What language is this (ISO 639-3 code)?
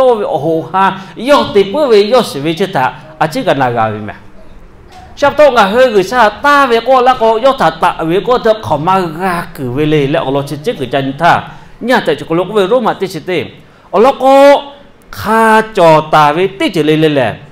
lhu